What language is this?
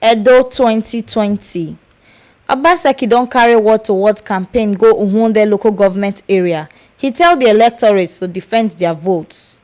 Nigerian Pidgin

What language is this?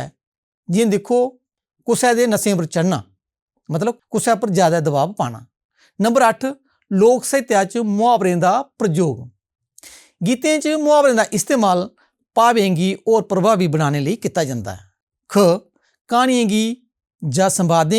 Dogri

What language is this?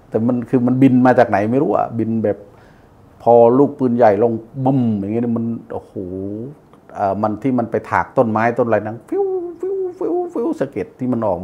Thai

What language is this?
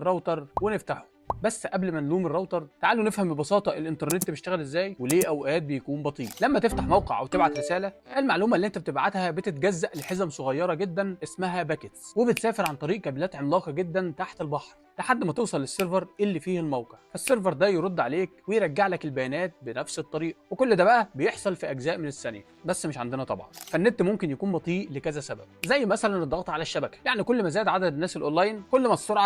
Egyptian Arabic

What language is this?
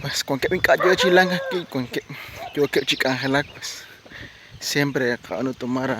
Kekchí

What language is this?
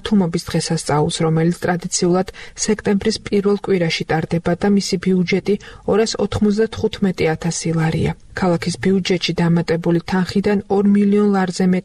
Georgian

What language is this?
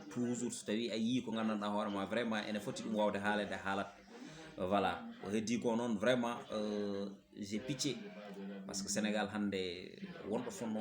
Fula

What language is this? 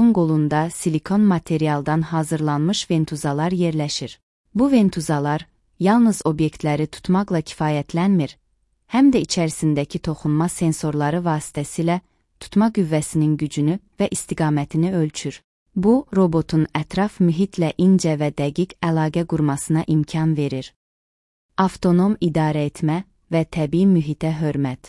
Azerbaijani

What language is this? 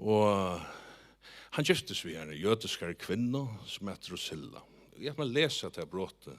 Faroese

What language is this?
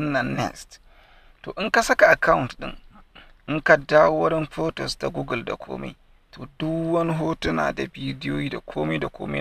Hausa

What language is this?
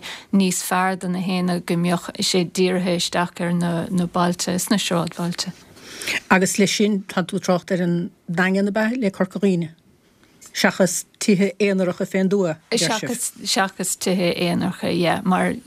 Irish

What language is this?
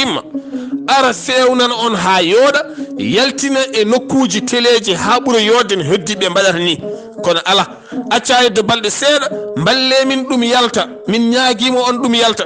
Fula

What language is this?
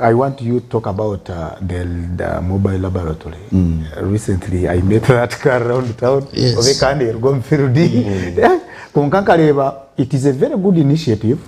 Nyankole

